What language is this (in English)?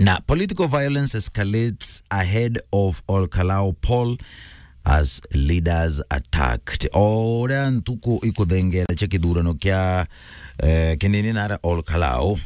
Meru